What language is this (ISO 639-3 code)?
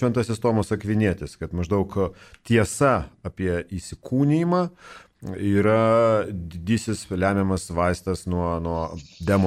lit